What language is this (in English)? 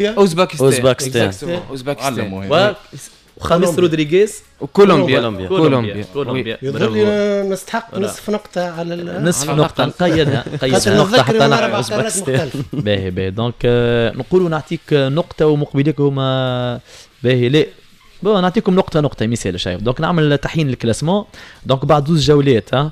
Tunisian Arabic